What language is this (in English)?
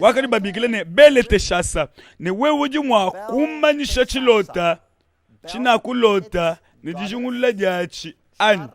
Luba-Lulua